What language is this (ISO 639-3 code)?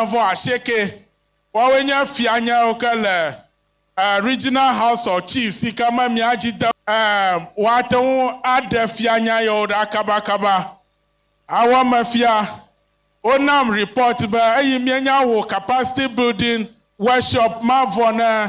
ewe